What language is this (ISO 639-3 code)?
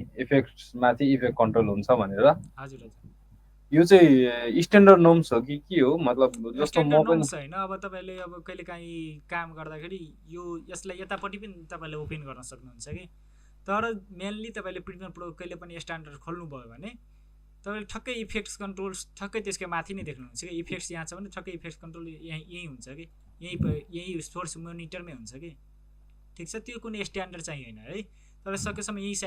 nep